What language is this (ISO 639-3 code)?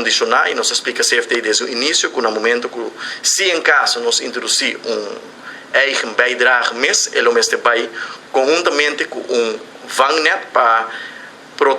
pap